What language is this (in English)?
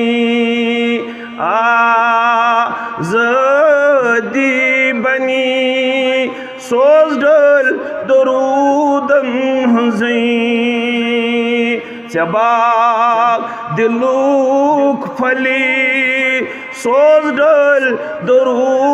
Kashmiri